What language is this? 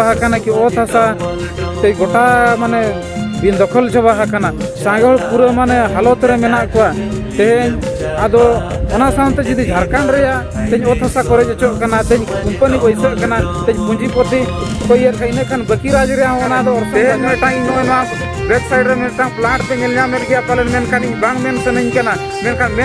Santali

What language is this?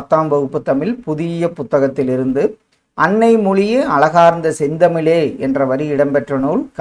Tamil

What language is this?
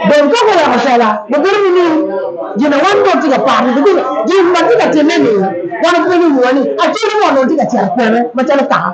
Acoli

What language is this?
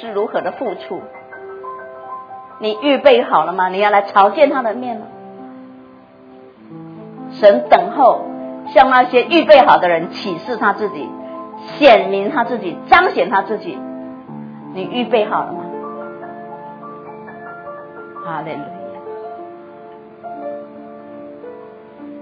Chinese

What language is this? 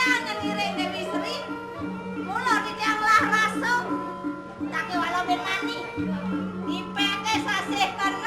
Balinese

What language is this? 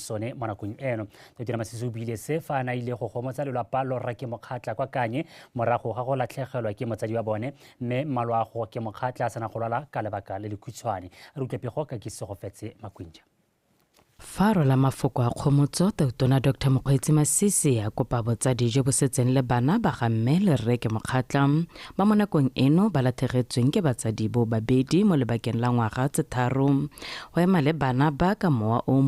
Tswana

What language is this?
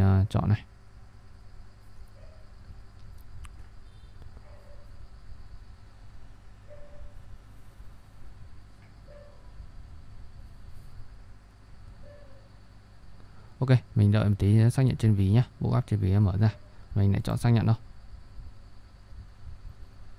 Vietnamese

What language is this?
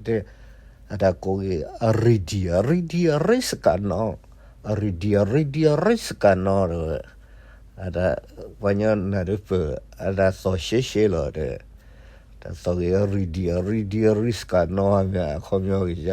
S'gaw Karen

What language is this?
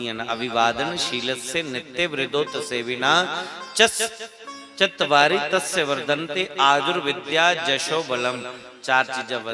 Dogri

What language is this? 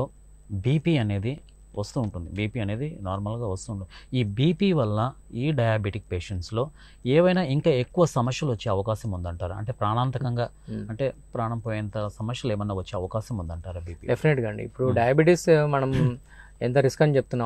Telugu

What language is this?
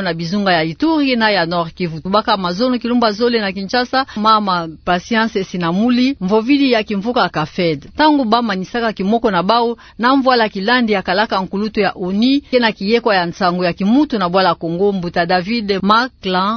Kituba (Democratic Republic of Congo)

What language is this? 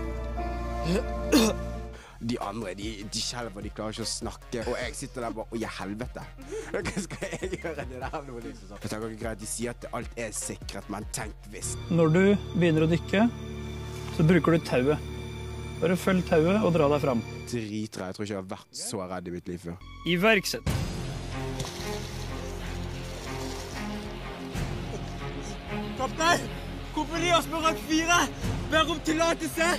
Norwegian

